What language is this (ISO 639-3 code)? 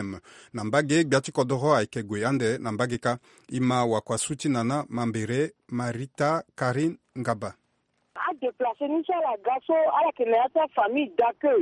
sag